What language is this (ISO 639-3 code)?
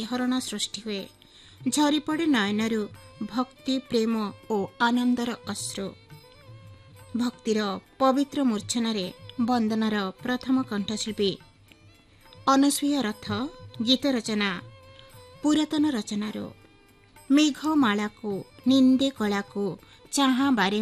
ori